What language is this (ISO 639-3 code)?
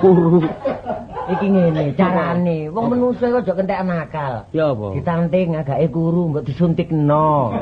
jav